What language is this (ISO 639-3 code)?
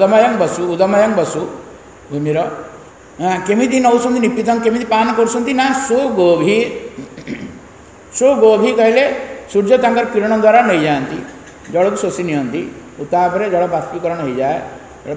ori